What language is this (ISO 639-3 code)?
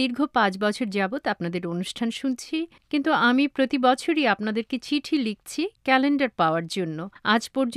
ben